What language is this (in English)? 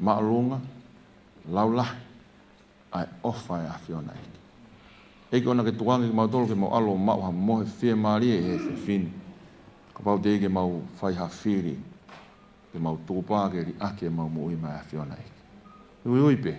Tongan